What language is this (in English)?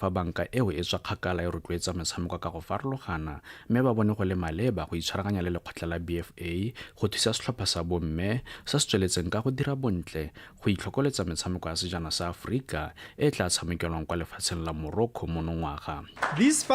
Tswana